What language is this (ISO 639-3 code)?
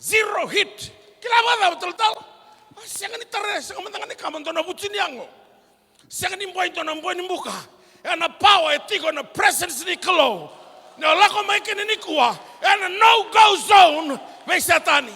fij